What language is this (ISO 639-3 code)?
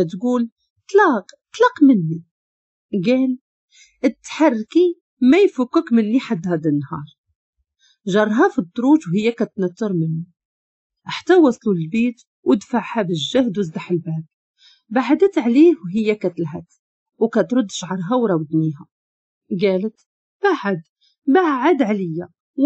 ary